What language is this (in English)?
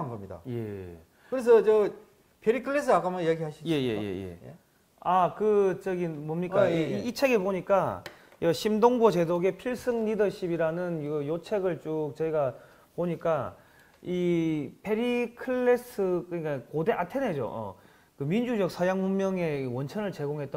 Korean